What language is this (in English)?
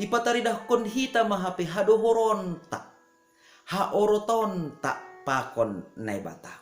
Batak Simalungun